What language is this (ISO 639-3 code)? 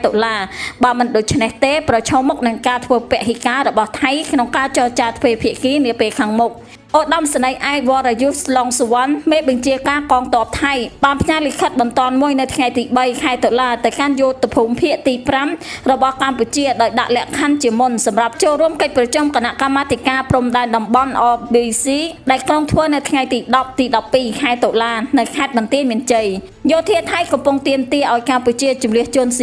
khm